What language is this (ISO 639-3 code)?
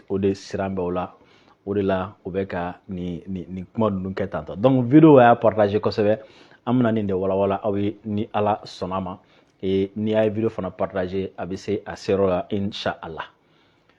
bam